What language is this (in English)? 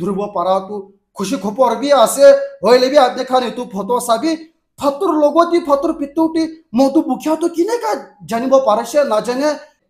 Naga Pidgin